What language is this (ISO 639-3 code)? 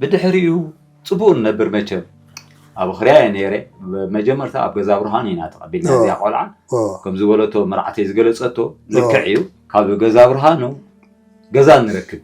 tir